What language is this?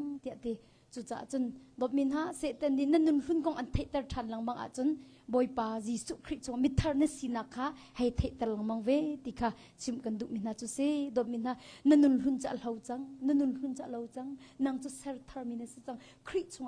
Hakha Chin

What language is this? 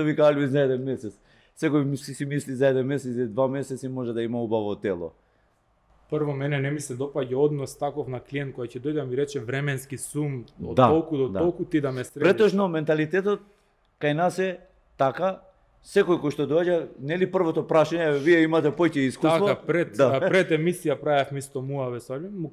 Macedonian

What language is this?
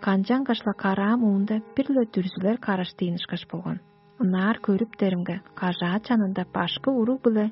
Tuvinian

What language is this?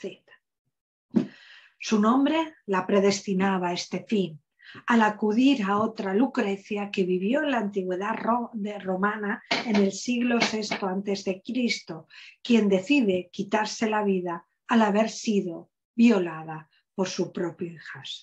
Spanish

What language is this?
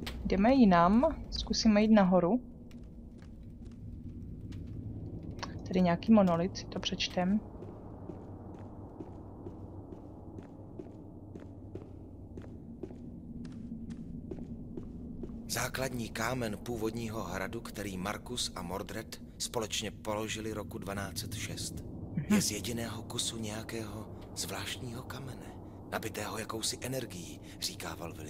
Czech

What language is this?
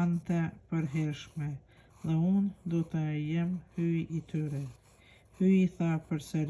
Albanian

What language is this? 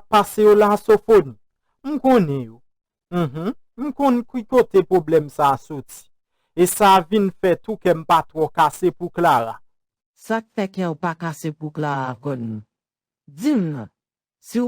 Haitian Creole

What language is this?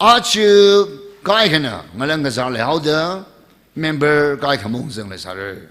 Tangkhul Naga (India)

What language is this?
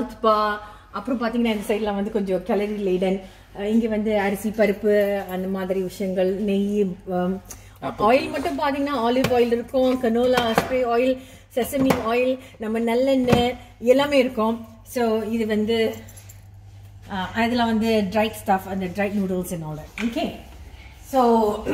Tamil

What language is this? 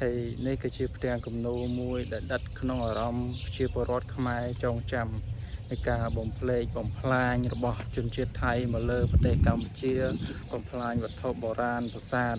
Khmer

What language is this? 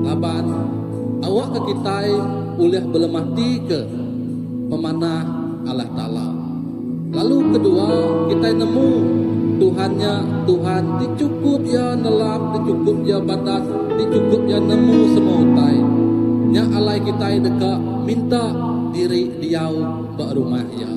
Iban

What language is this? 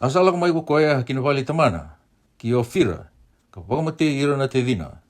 Fijian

